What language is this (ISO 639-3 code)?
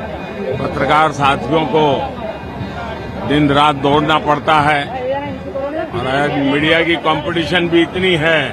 hin